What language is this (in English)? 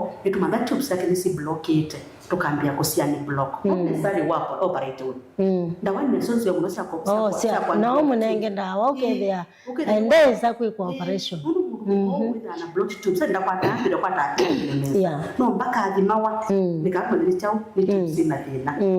Kamba